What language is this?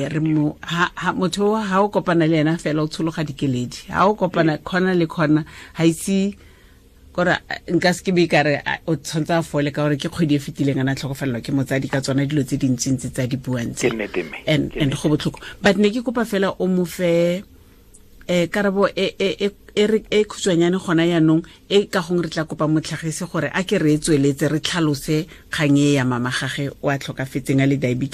Tswana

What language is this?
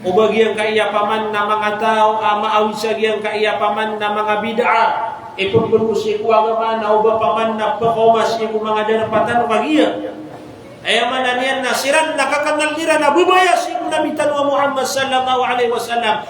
Maranao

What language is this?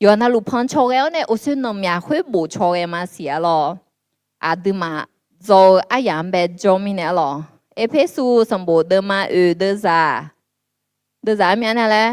Akha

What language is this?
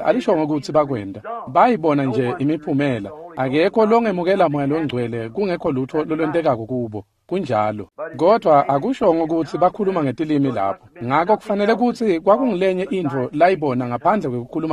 Swati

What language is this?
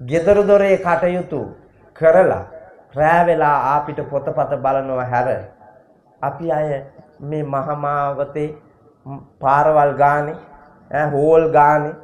Sinhala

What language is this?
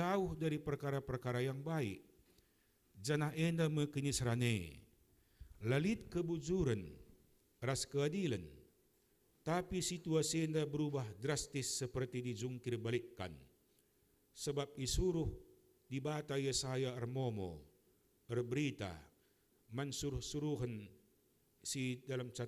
Batak Karo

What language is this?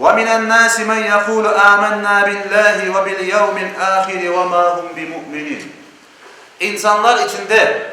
Crimean Tatar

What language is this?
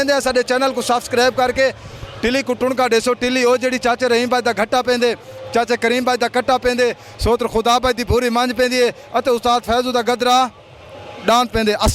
Saraiki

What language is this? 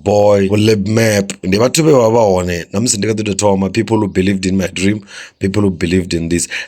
Venda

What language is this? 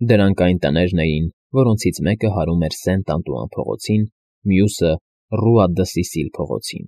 Armenian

